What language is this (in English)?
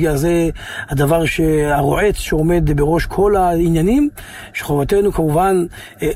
Hebrew